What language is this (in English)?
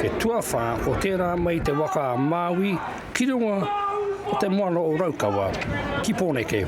Māori